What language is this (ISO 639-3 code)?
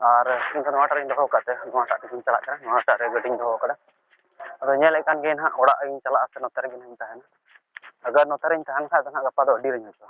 sat